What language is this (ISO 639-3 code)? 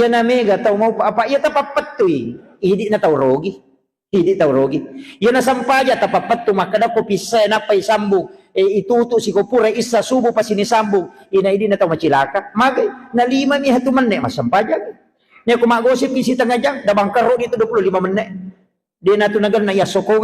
bug